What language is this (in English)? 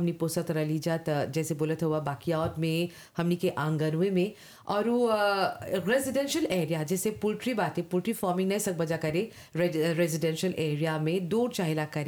Bhojpuri